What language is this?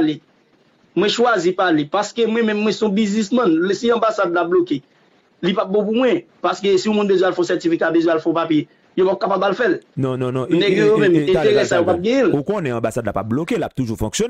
Haitian Creole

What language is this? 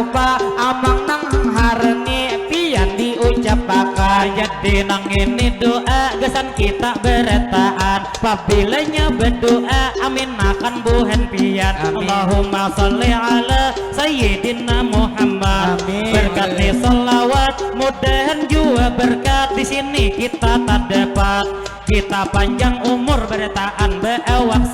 Banjar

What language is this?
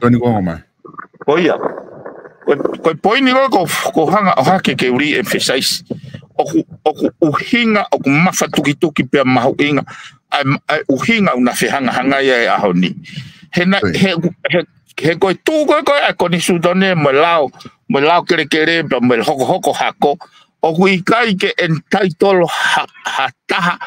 Tongan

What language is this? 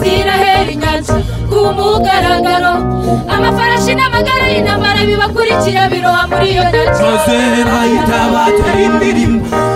Kinyarwanda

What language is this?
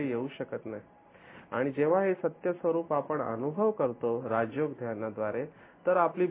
Marathi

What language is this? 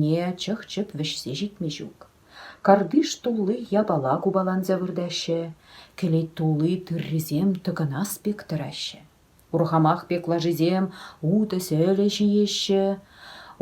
Chuvash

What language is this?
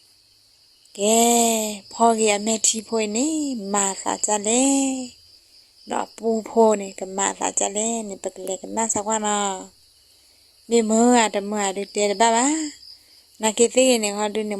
S'gaw Karen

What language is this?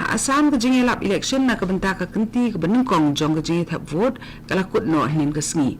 Khasi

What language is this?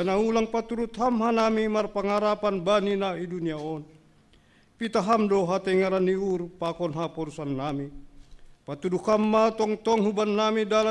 Batak Simalungun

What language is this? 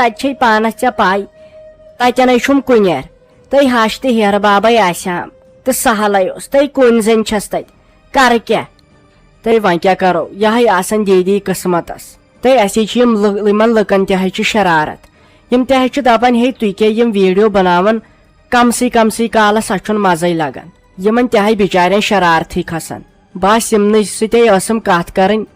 Kashmiri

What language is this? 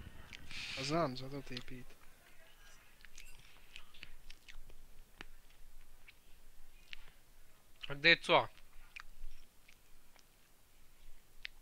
Croatian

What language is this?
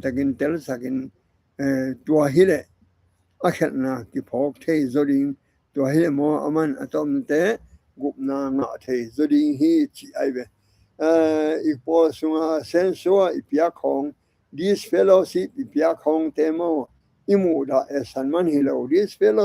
Tedim Chin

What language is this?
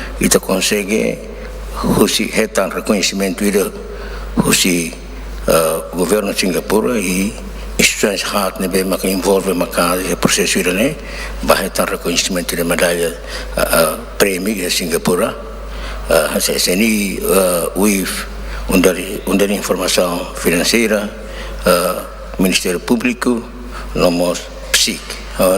Tetum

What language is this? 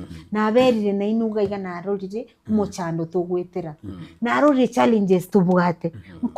Gusii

